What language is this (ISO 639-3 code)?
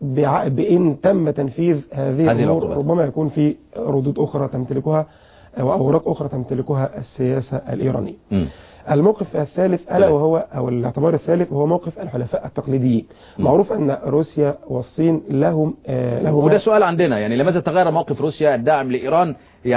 ara